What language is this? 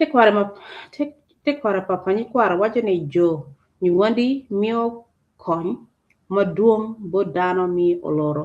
Acoli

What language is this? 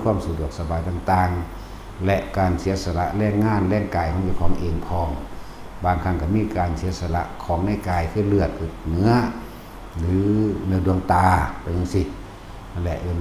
Lao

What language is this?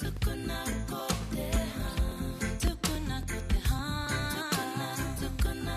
Māori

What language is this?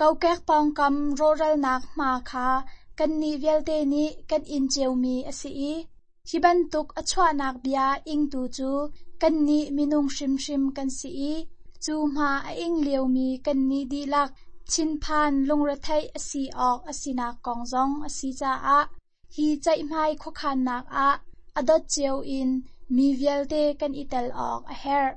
Hakha Chin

